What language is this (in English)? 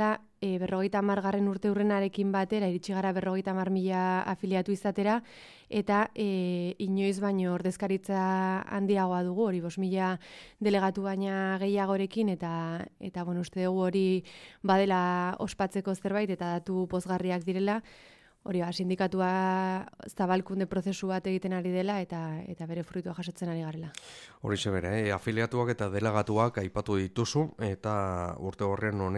Basque